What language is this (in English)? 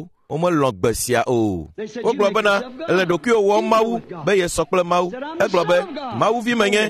Ewe